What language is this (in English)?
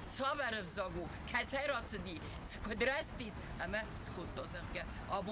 Ossetic